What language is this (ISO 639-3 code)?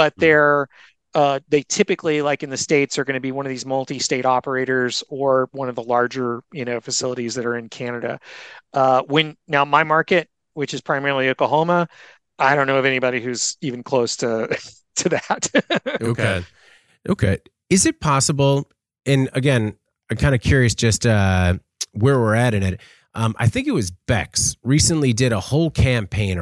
eng